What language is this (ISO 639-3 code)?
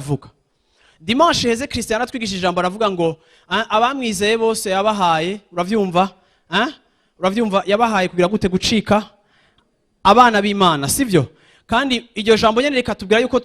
run